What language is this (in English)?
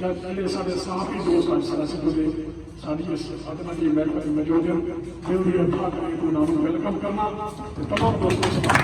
Saraiki